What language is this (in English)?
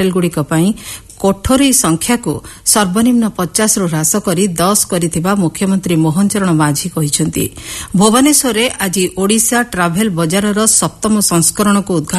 Odia